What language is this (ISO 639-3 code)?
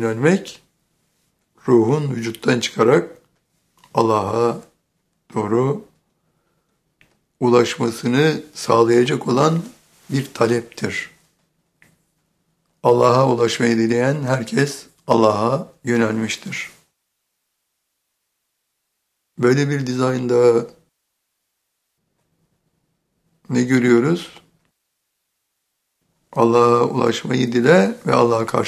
tur